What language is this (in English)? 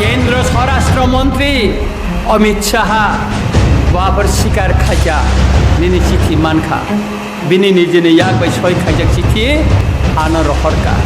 Kok Borok